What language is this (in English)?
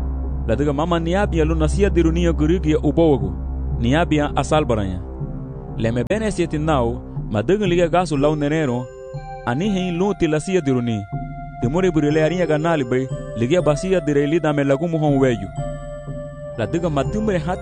Garifuna